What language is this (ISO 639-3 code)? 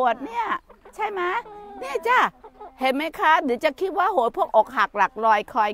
tha